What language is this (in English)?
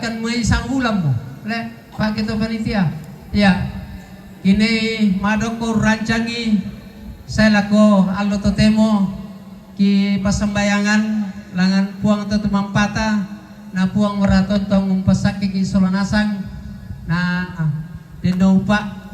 Toraja-Sa'dan